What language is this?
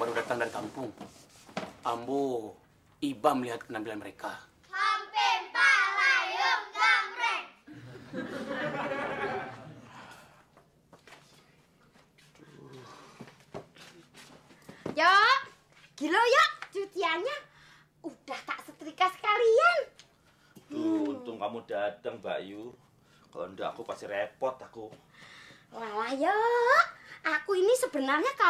Indonesian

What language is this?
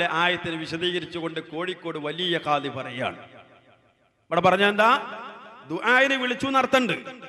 Malayalam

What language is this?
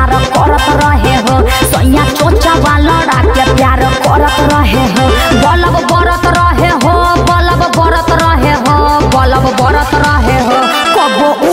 Bhojpuri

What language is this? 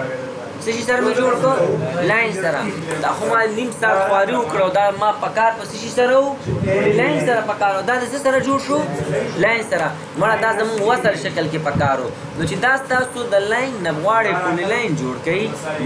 Pashto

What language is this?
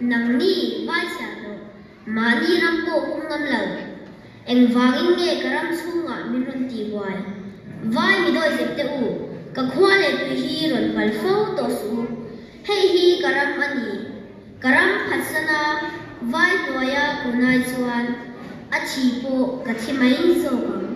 Mizo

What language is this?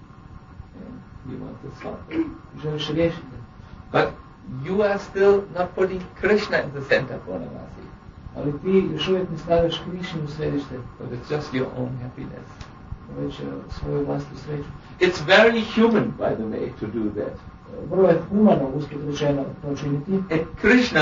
Croatian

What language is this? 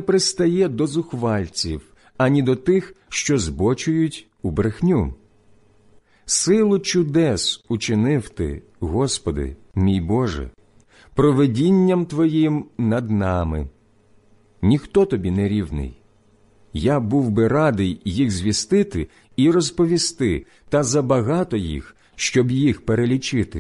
Ukrainian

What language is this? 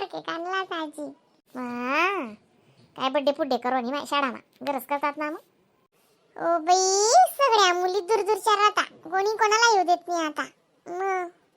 Khandesi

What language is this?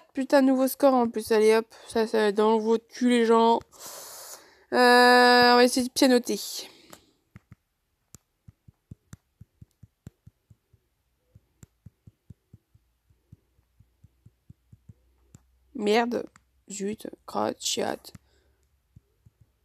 French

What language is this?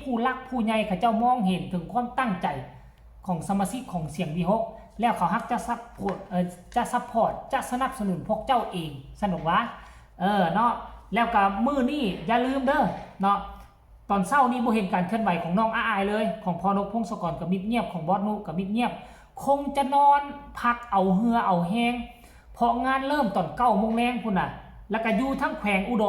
Northeastern Thai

